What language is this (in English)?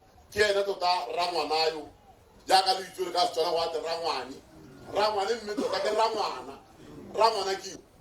Tswana